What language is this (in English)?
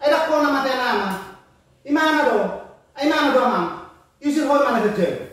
Batak Toba